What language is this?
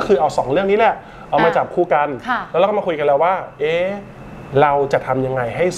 Thai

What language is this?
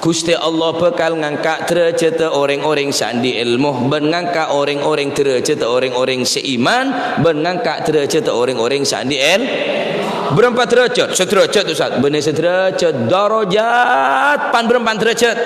Madurese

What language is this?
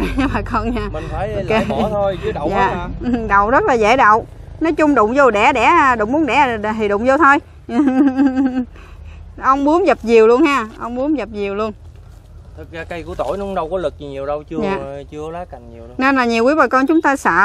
Vietnamese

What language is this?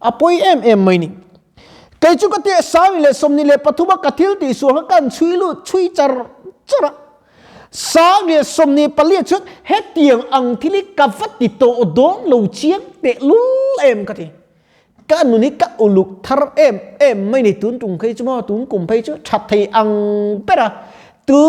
Mizo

